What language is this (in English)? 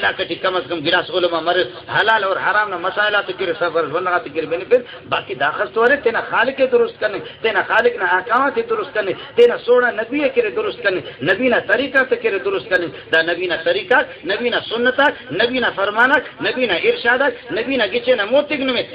Brahui